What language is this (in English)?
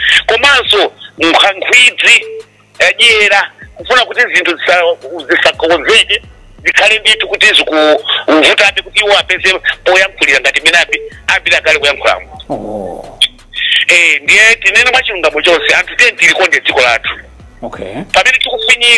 Nyanja